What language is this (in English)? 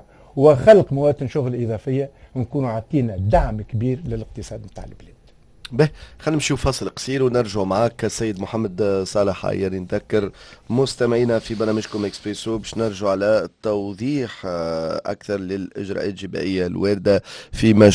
Tunisian Arabic